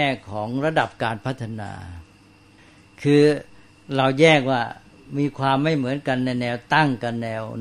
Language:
Thai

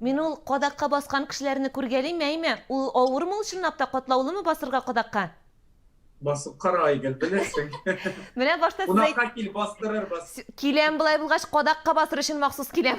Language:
Tatar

